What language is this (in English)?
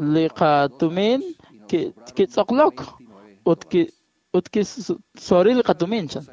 Kekchí